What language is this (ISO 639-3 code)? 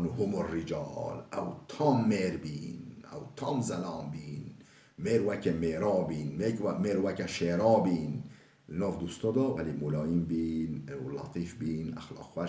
kur